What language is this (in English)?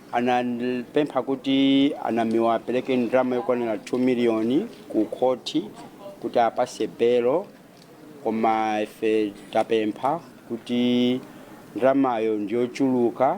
Nyanja